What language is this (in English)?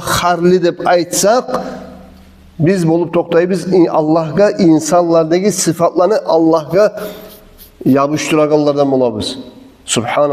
Kumyk